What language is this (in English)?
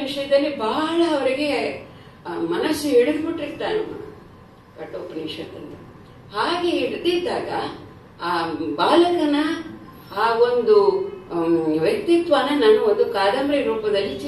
Kannada